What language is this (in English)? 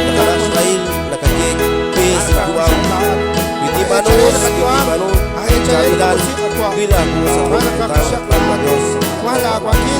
Kekchí